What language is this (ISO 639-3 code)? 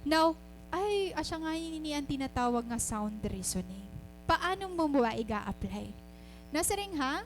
war